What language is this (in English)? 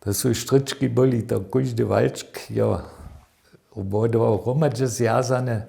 Upper Sorbian